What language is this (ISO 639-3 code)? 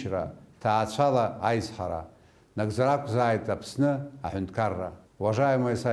abk